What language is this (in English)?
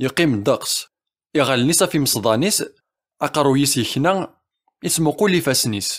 Kabyle